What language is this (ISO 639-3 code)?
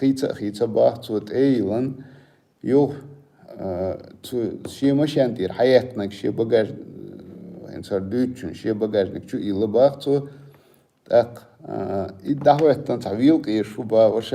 che